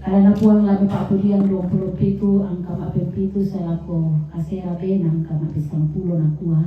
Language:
Toraja-Sa'dan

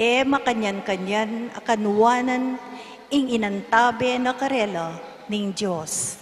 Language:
Pampanga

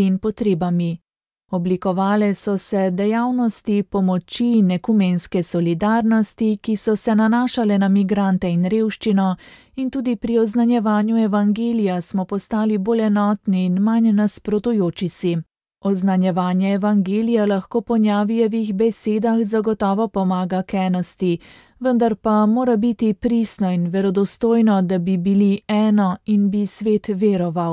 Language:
Slovenian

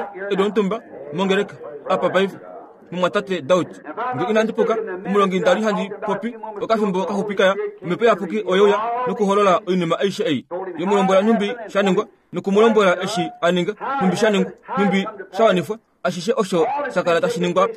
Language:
Kuanyama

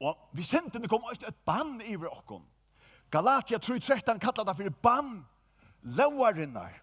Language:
Faroese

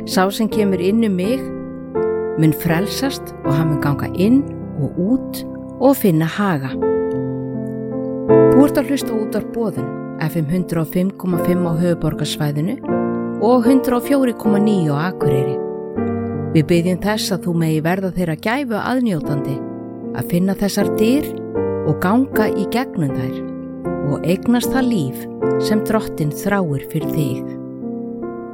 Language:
Icelandic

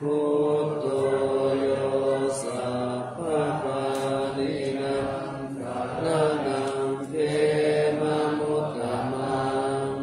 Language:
Pali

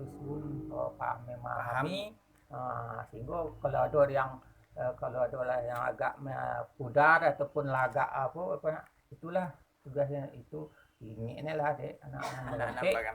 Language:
Minangkabau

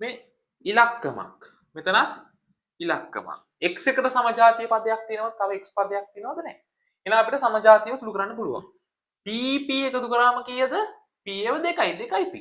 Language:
Sinhala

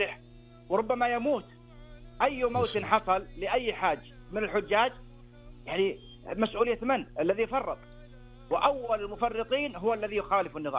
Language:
Arabic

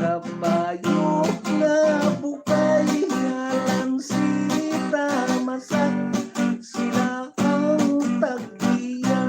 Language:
Hiligaynon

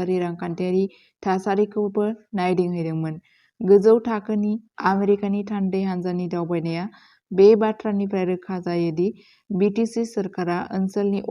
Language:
Bodo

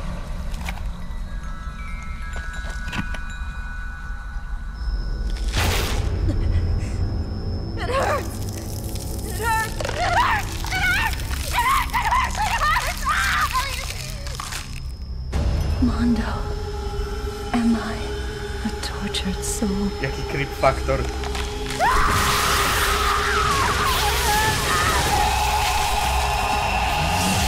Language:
Polish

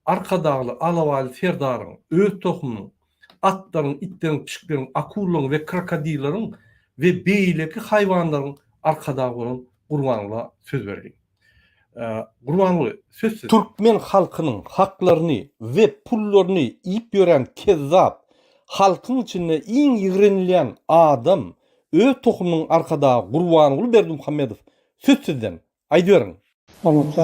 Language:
Turkmen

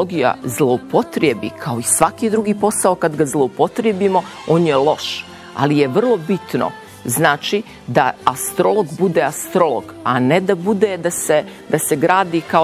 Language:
Serbian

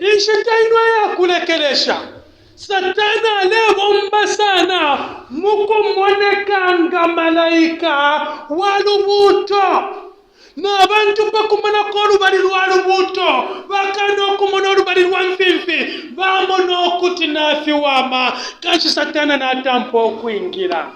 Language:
Bemba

